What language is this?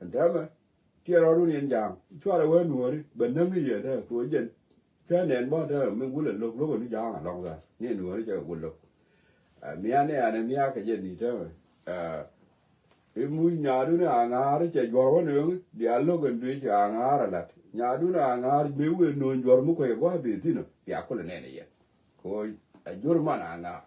Nuer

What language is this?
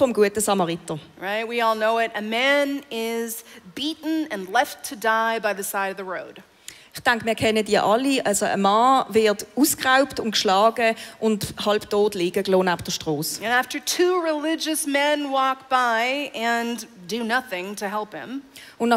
Swiss German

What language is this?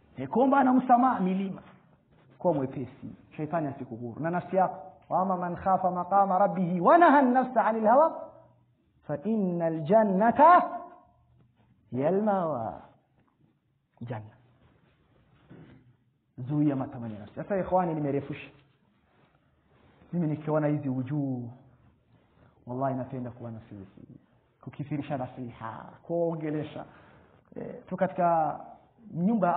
Swahili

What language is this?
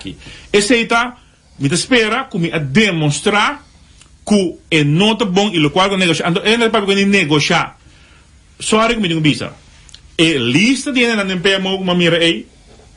Papiamento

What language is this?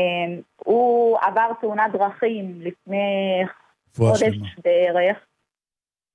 Hebrew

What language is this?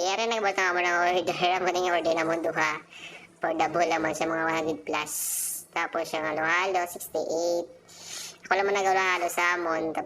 Hiligaynon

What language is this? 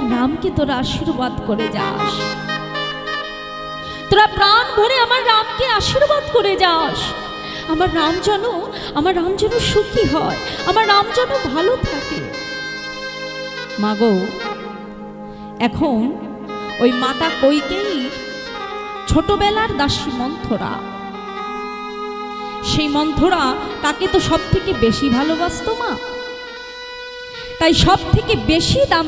Bangla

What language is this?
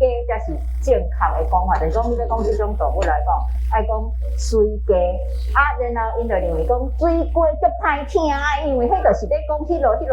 Min Nan Chinese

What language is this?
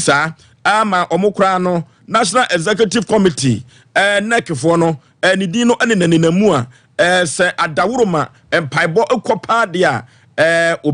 Akan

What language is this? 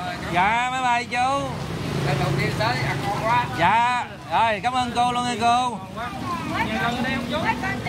Vietnamese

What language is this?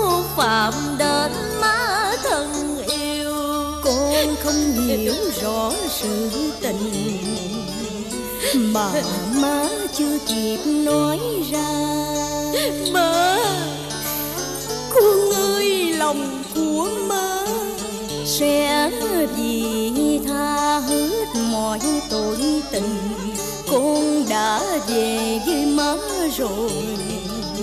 Vietnamese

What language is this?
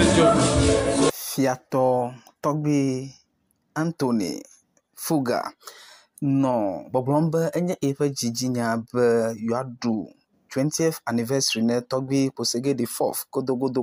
Ewe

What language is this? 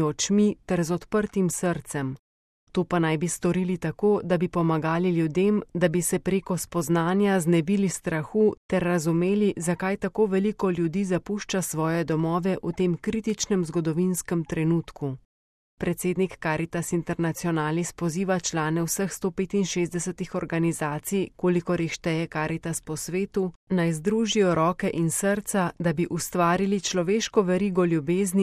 Slovenian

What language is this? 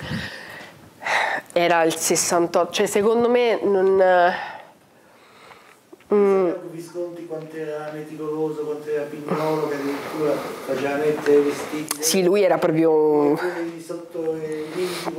Italian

